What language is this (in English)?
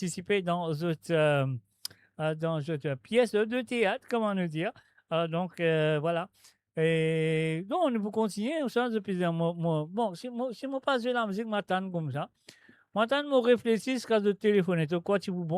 Morisyen